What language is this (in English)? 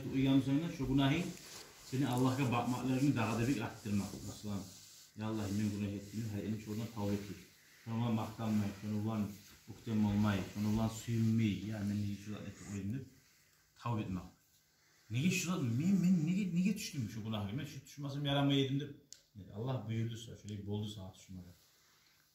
Kumyk